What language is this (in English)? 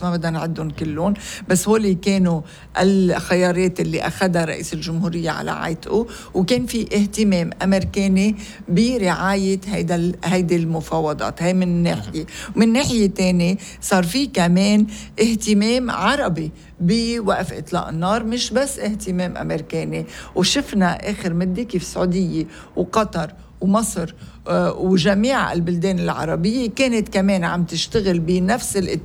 North Levantine Arabic